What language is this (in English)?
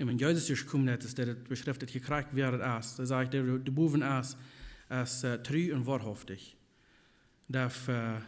Plautdietsch